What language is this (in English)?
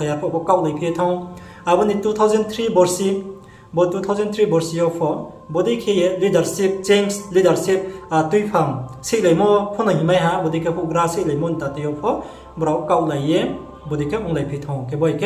Riang (India)